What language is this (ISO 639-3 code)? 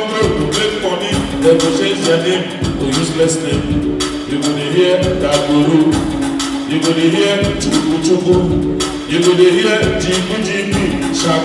pcm